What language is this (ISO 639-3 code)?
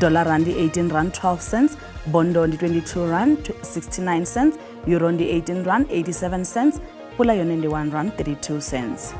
ven